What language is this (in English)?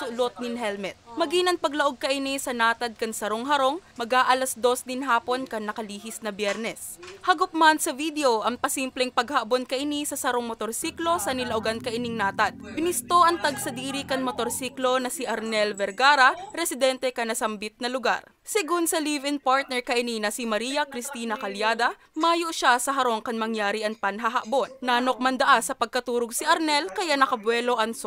Bikol